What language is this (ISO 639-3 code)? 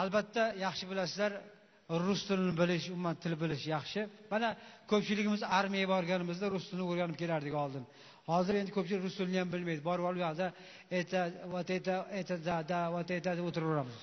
uzb